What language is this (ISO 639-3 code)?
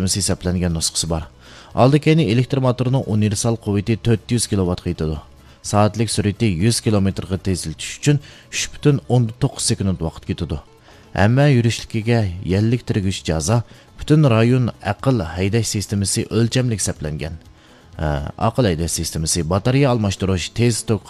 uig